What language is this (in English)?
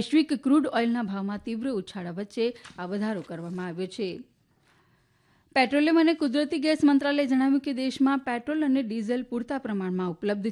Gujarati